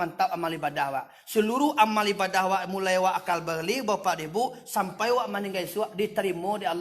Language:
Minangkabau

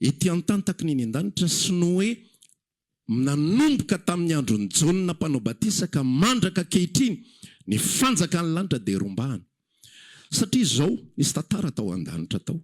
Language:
Malagasy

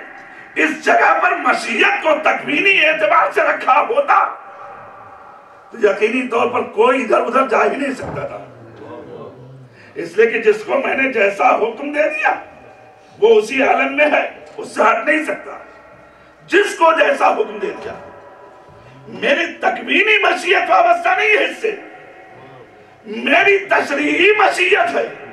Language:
Urdu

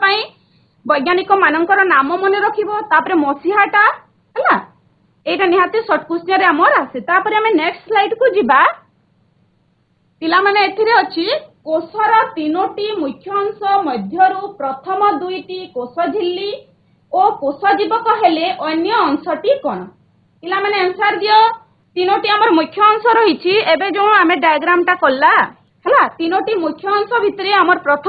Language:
Odia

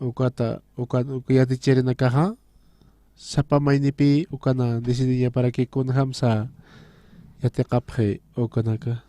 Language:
Aymara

